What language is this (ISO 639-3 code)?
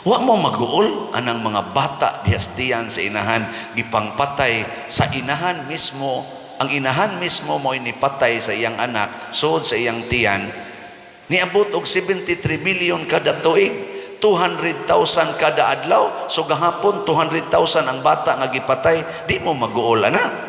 ceb